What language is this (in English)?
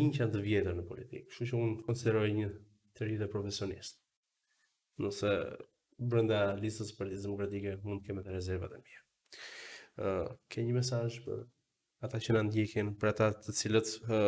Albanian